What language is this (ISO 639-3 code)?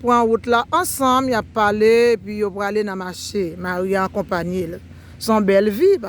hat